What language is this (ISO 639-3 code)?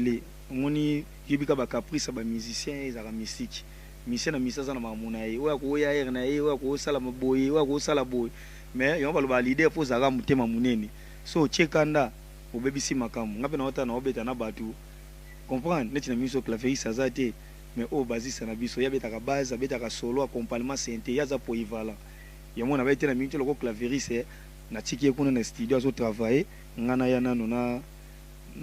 lin